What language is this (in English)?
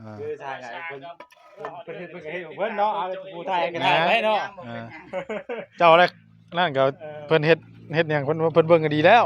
Northeastern Thai